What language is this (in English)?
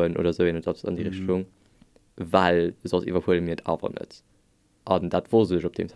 Luxembourgish